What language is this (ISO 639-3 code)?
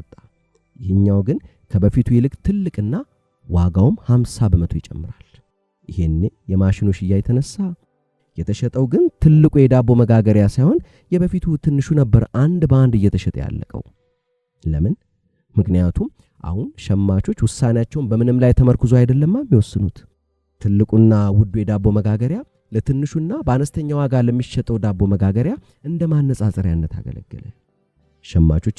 amh